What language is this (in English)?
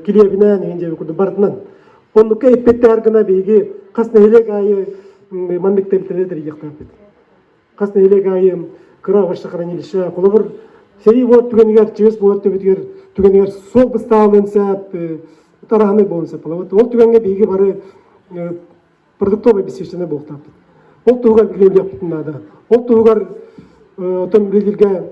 Yakut